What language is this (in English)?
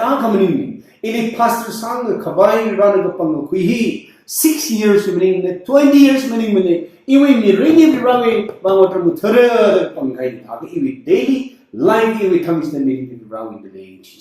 Tangkhul Naga (India)